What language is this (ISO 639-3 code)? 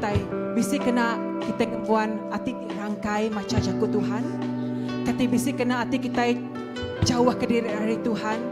iba